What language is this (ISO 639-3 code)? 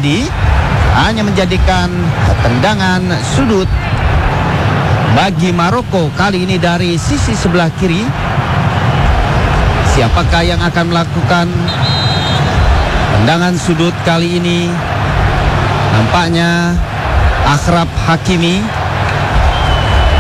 ind